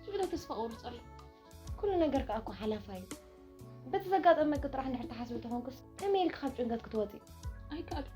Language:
Tigrinya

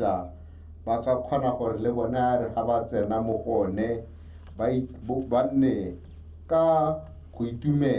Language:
Tswana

